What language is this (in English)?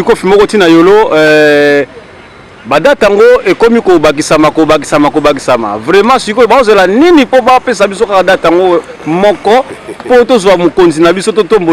Lingala